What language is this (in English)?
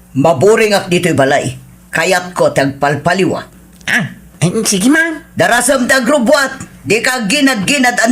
Iloko